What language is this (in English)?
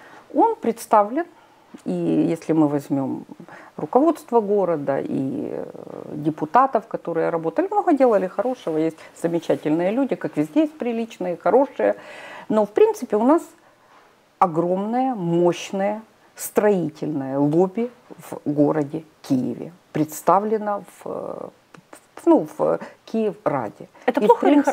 Russian